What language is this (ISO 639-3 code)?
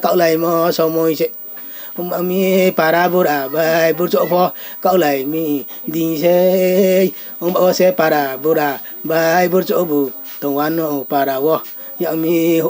ria